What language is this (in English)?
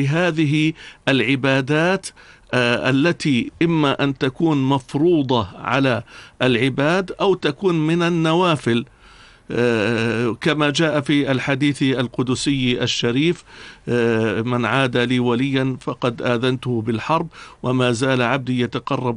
Arabic